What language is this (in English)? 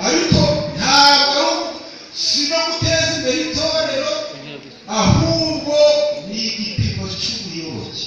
Kinyarwanda